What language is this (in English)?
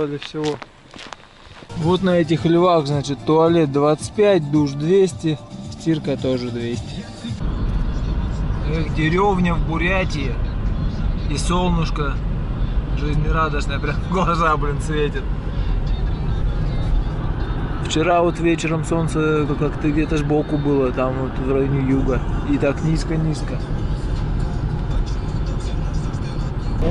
Russian